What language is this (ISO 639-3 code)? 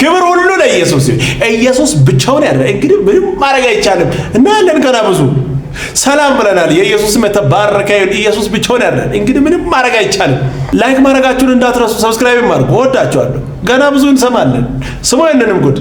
amh